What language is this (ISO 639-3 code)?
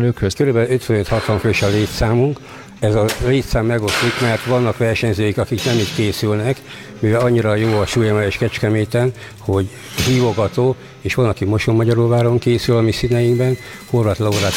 hun